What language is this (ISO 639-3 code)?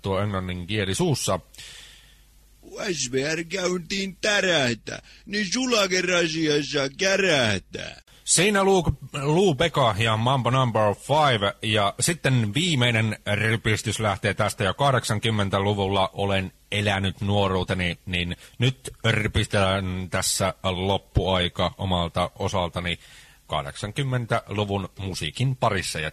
fin